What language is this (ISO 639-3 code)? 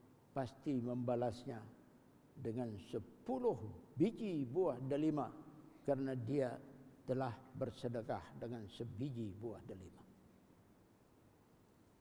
msa